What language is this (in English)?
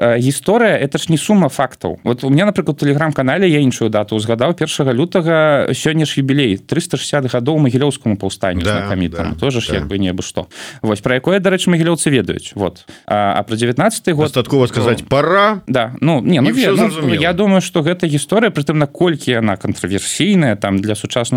Belarusian